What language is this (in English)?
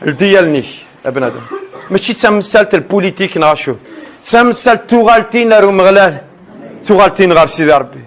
Kabyle